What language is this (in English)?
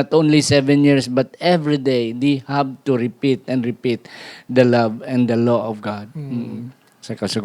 Hiligaynon